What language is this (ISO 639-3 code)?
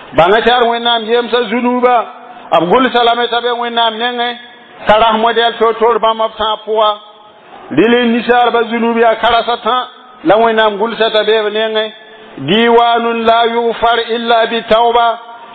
mos